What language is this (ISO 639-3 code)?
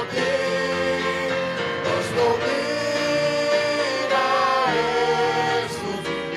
pap